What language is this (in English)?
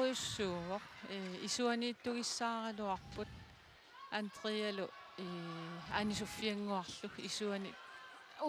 Kalaallisut